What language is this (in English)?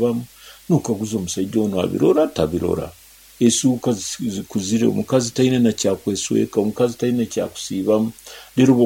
Nyoro